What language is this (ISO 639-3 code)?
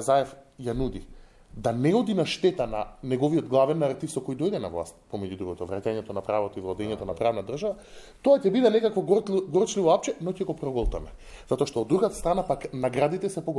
mkd